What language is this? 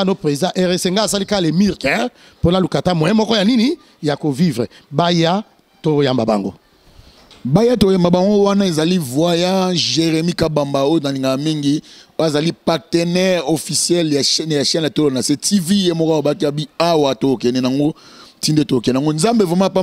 Lingala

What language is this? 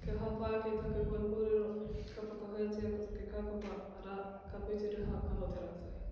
Māori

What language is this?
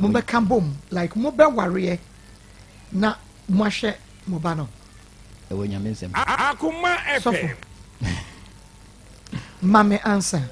Akan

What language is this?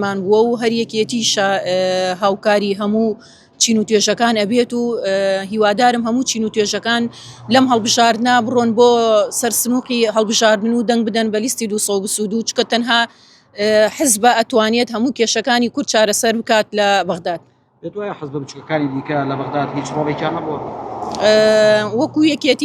Central Kurdish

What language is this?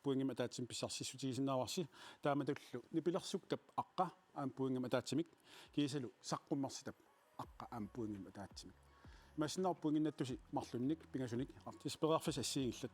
Kalaallisut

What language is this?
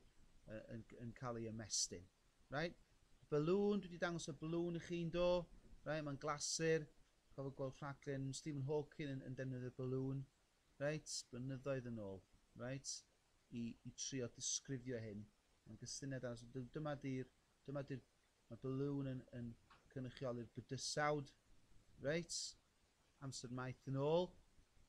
Welsh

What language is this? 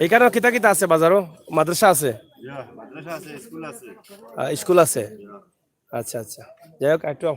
Sylheti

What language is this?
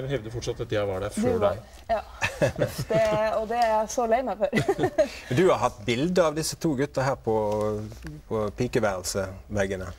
Norwegian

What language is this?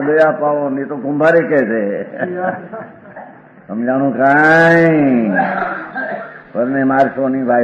Gujarati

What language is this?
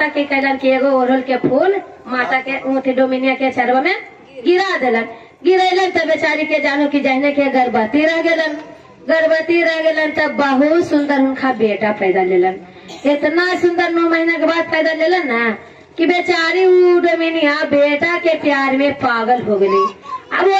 Magahi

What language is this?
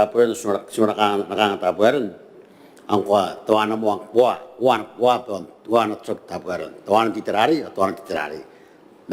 Gilbertese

